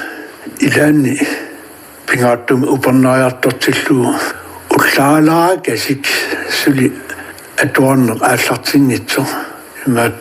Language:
Kalaallisut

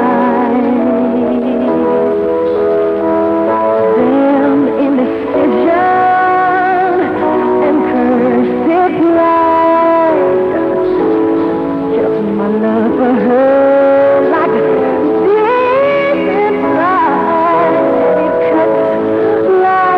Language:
English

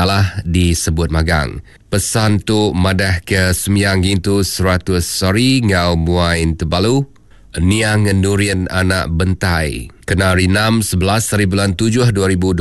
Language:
Iban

